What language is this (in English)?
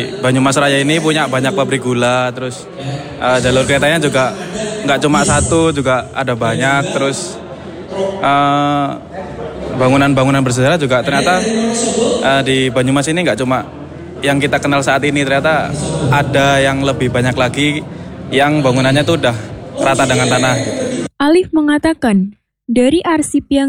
Indonesian